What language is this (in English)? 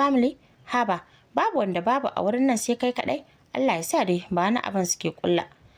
Hausa